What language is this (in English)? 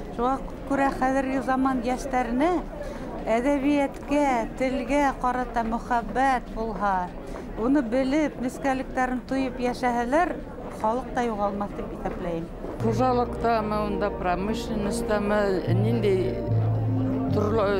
Bashkir